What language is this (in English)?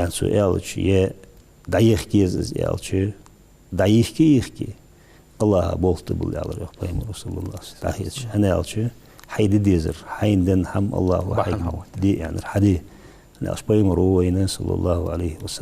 Ingush